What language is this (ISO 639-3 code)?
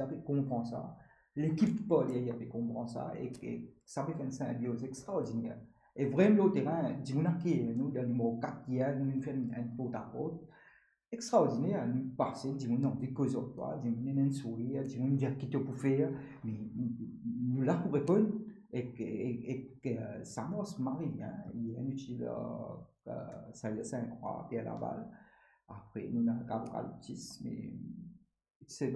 mfe